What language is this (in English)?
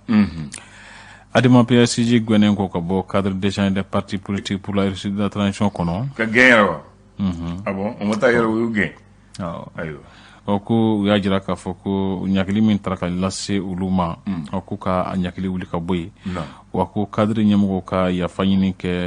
Bambara